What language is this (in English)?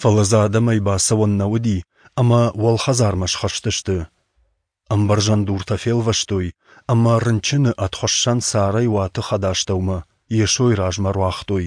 Ossetic